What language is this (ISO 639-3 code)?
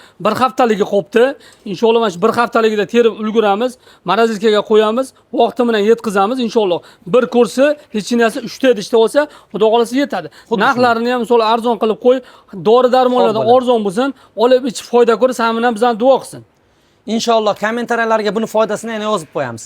uzb